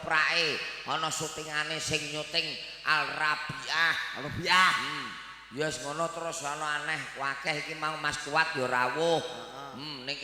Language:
Javanese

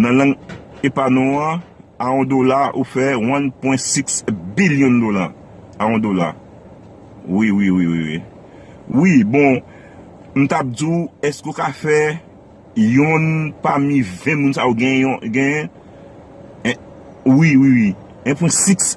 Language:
Haitian Creole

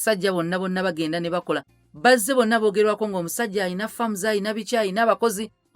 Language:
Ganda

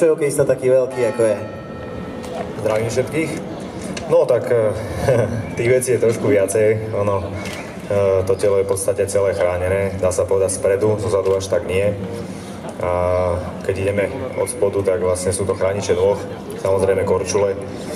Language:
Slovak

